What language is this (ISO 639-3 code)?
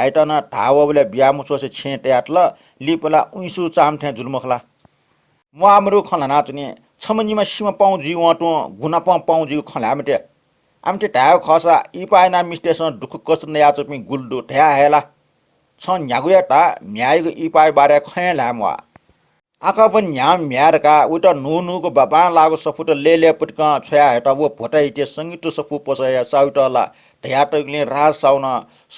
new